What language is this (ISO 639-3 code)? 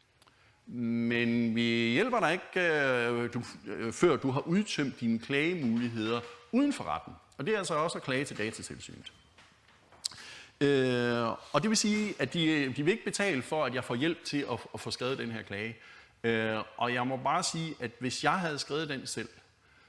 dan